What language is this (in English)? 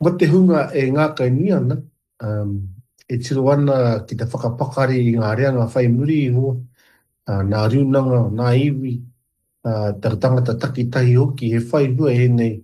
Māori